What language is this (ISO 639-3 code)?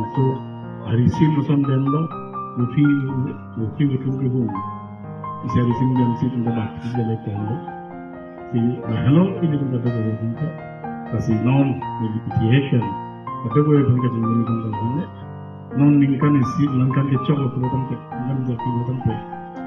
mjw